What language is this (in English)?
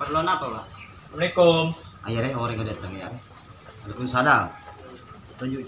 Madurese